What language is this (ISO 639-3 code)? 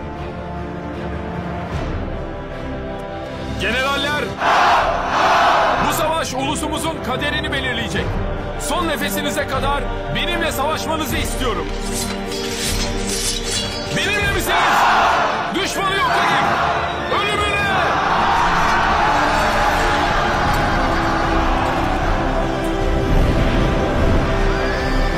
tur